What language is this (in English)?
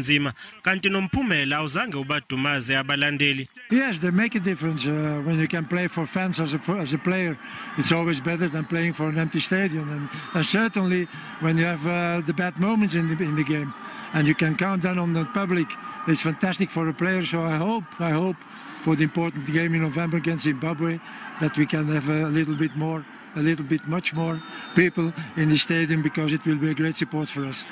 Zulu